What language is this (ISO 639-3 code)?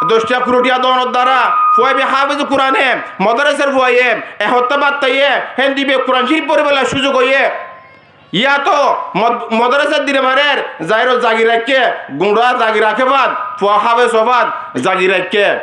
rhg